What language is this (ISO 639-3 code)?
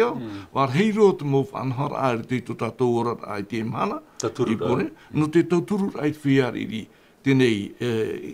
tah